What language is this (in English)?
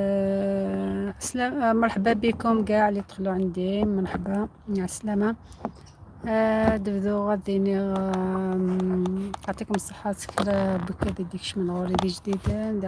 Algerian Arabic